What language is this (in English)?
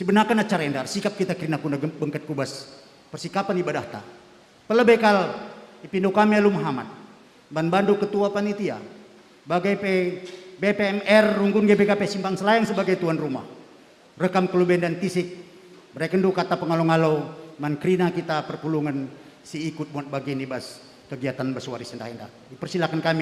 Batak Karo